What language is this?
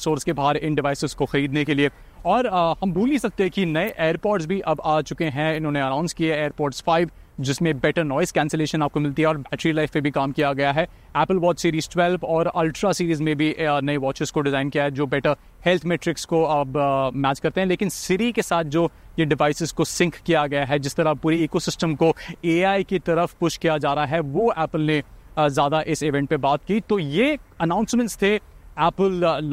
Hindi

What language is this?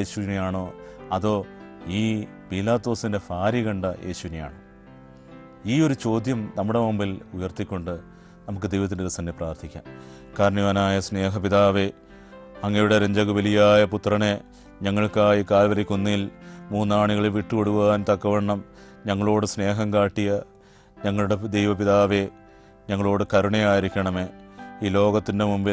Malayalam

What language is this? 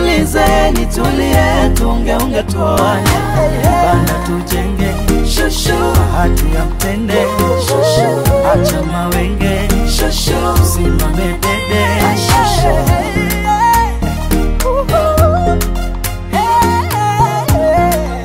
Swahili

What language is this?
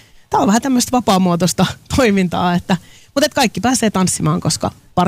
Finnish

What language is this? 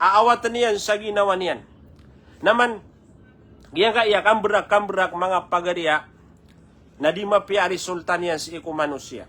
Maranao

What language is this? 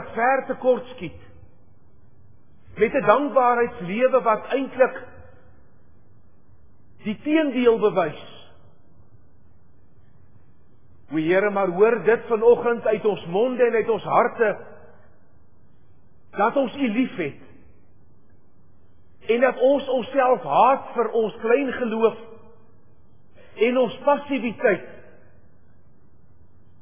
Afrikaans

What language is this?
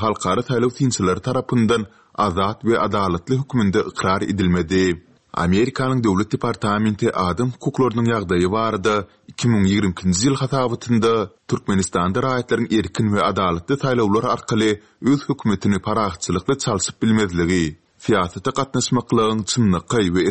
Turkmen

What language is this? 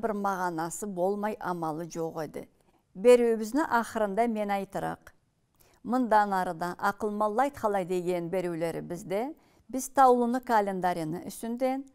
Karachay-Balkar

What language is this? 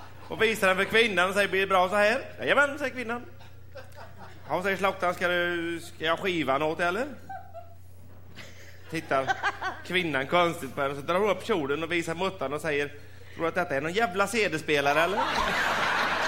Swedish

